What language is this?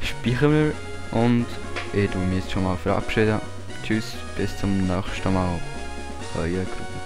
Swiss German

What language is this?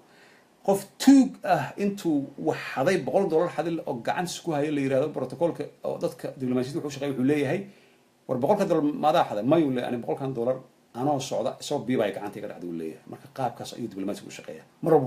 Somali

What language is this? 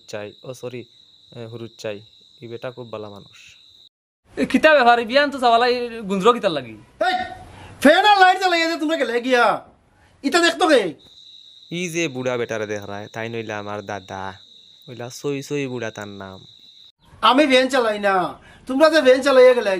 Sylheti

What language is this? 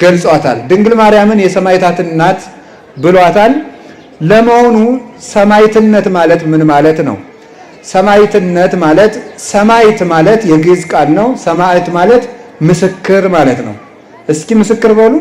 Amharic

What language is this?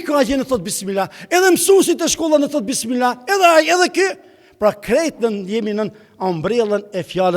Albanian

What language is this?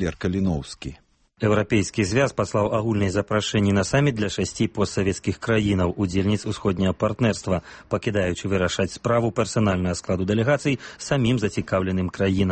Belarusian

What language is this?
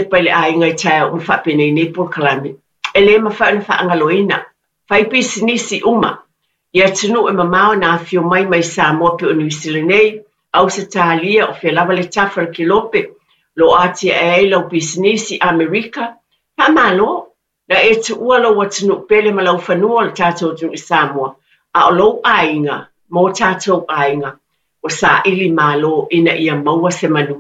Samoan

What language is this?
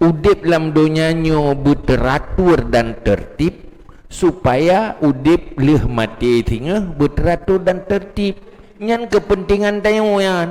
Achinese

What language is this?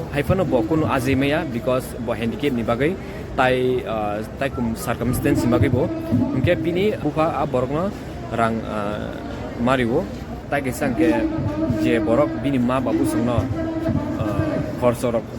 Kok Borok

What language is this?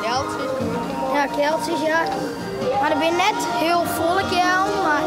Western Frisian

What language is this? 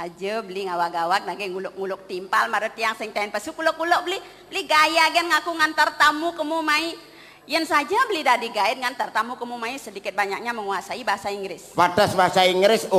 Balinese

